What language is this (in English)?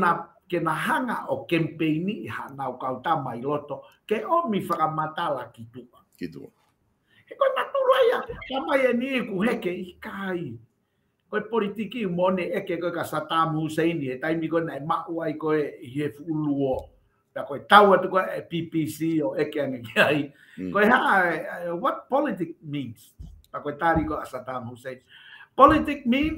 Tongan